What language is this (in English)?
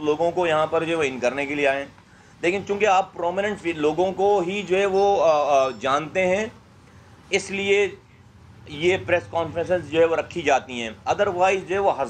Urdu